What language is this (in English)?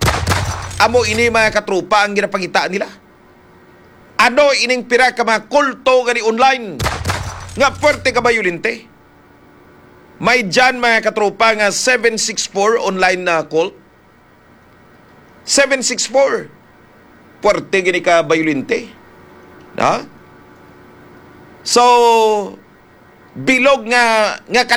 Hiligaynon